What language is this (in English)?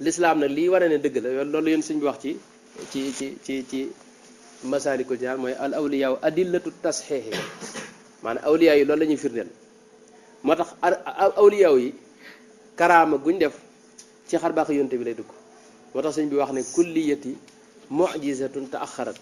Wolof